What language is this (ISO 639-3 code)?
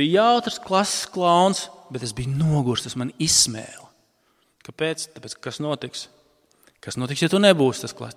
lav